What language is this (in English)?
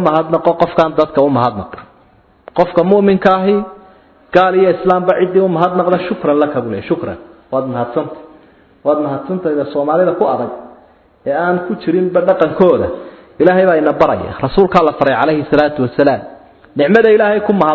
Somali